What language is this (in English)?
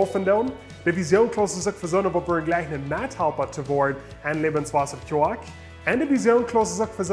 Plautdietsch